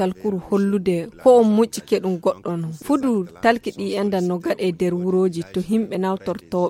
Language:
Fula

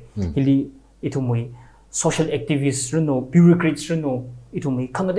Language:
Tangkhul Naga (India)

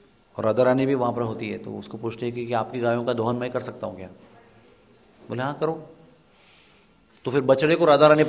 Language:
Hindi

